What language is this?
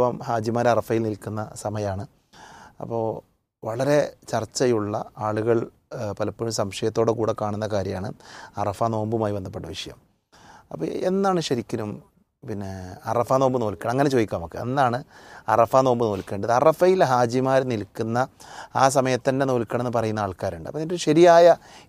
Malayalam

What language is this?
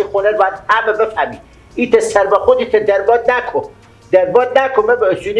Persian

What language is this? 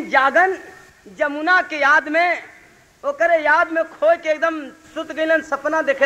Bhojpuri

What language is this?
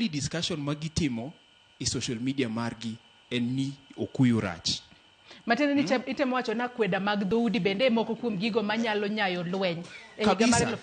Luo (Kenya and Tanzania)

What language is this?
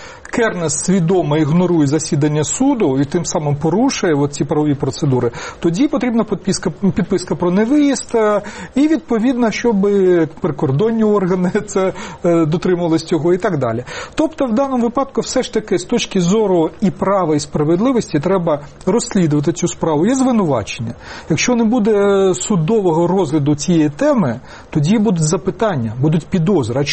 Ukrainian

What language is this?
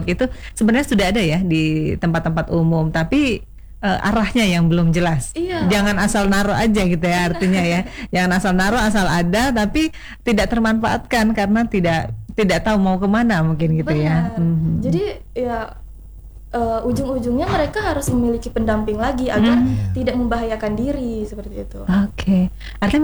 Indonesian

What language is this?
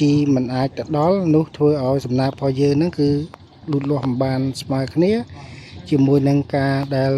Khmer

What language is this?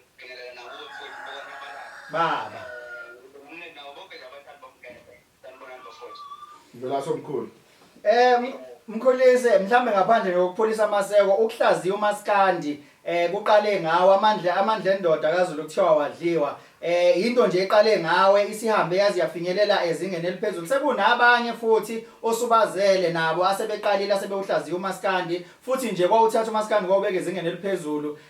Zulu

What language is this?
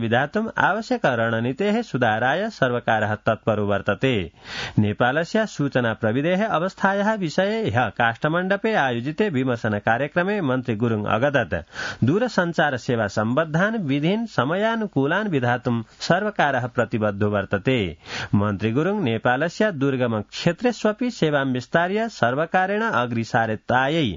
Sanskrit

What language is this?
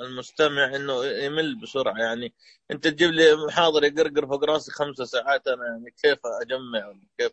Najdi Arabic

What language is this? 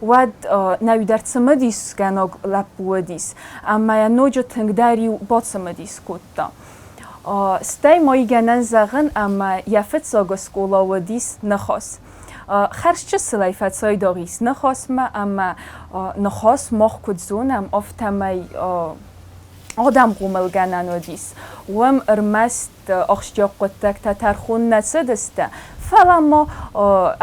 Ossetic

